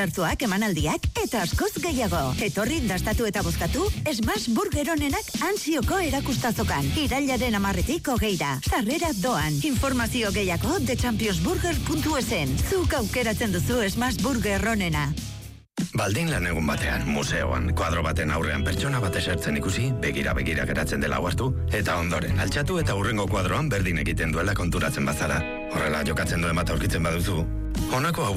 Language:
Basque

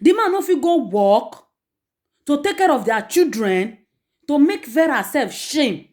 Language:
Nigerian Pidgin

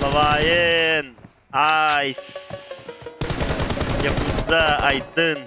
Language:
Yakut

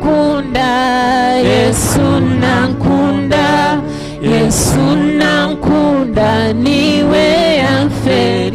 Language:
Nyankole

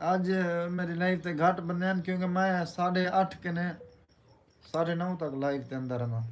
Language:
Saraiki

